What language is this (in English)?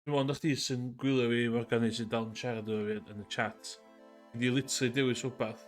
Welsh